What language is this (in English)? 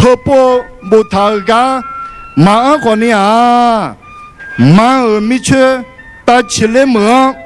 Akha